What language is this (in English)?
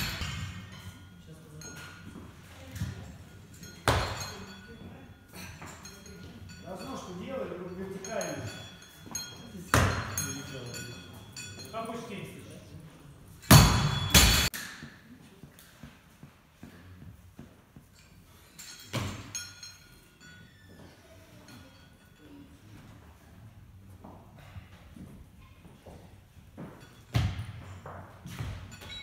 Russian